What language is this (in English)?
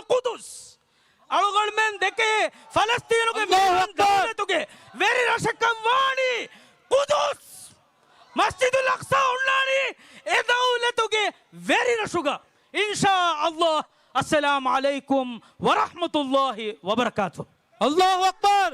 Divehi